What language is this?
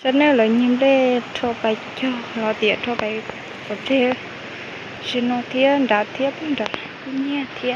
Hmong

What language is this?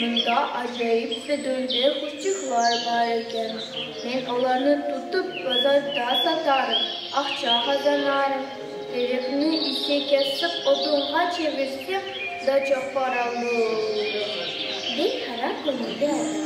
Crimean Tatar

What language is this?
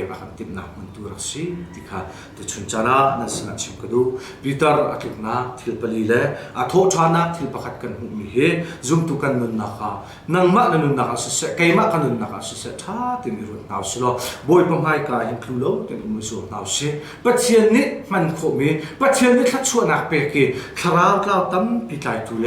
Hakha Chin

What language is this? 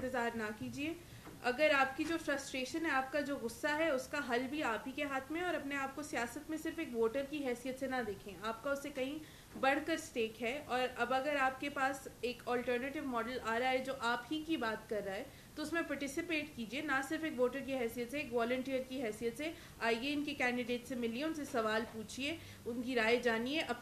Urdu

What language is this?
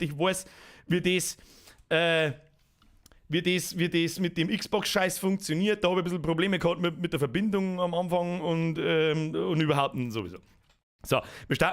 Bavarian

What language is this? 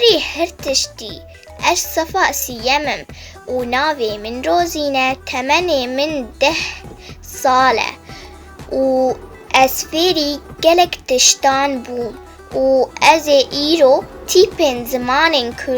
Kurdish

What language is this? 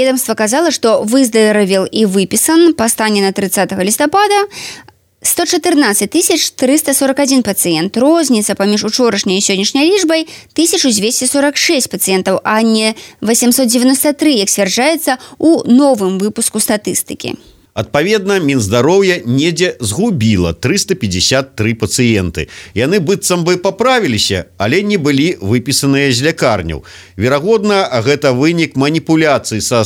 Belarusian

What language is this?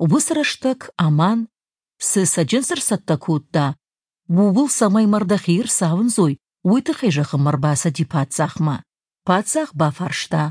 Ossetic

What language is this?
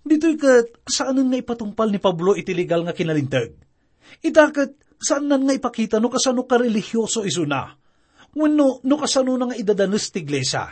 Iloko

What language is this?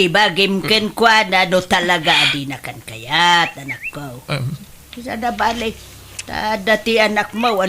Iloko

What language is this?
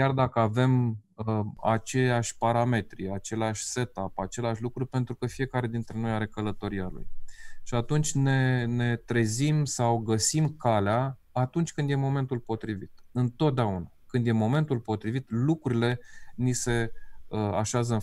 Romanian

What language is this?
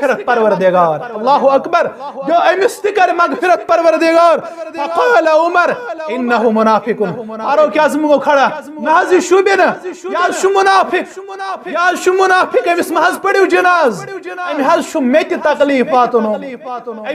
Kashmiri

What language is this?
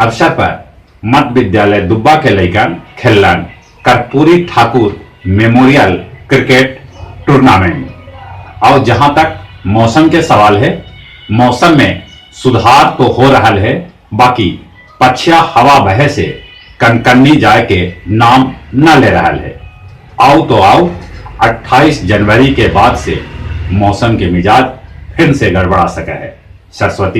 Magahi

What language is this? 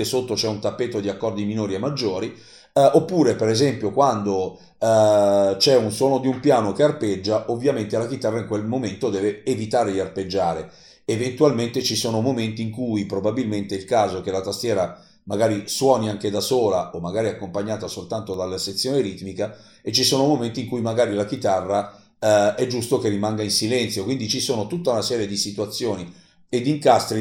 Italian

